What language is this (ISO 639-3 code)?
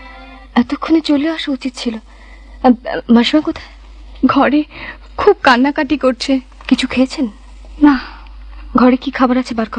ben